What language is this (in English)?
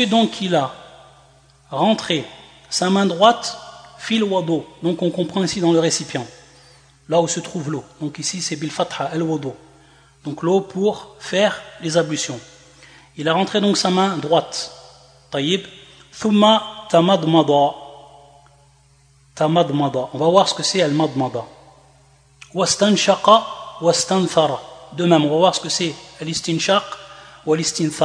French